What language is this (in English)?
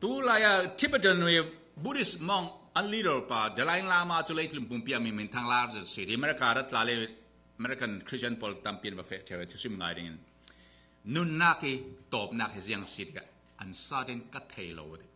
Falam Chin